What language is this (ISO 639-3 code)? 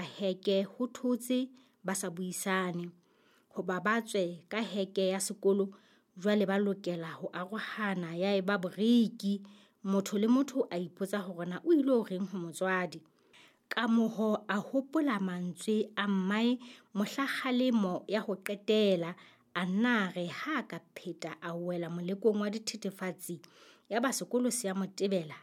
sot